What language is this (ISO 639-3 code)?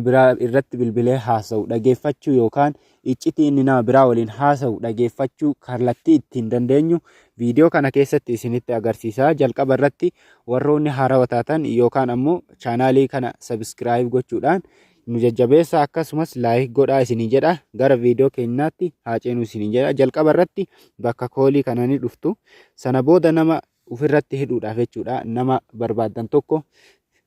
orm